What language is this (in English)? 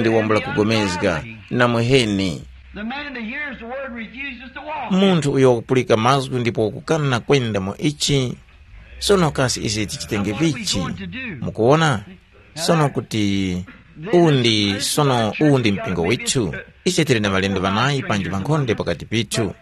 Tumbuka